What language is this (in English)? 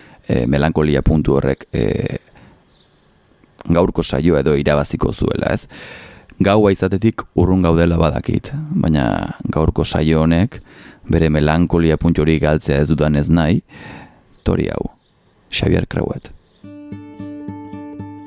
Basque